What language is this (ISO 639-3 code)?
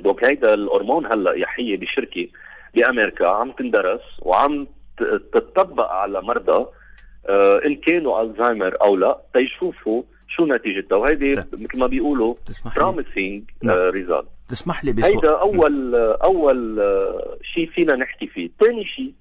apc